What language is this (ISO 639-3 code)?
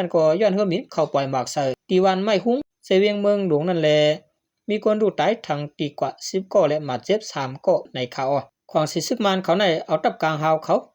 shn